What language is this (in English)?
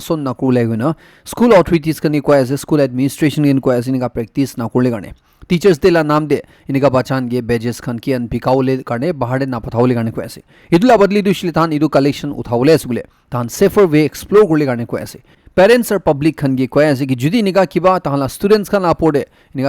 Naga Pidgin